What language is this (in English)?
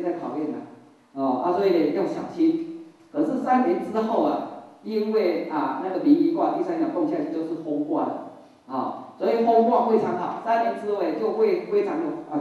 Chinese